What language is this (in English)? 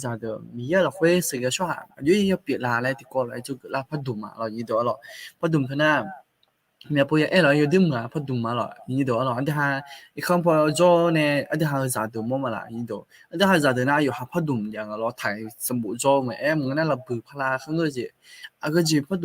Akha